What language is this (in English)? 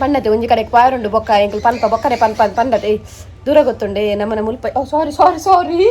Tulu